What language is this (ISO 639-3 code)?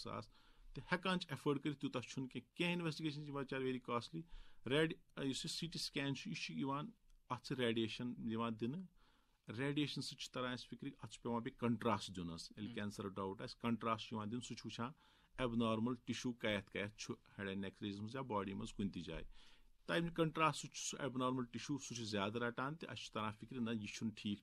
kas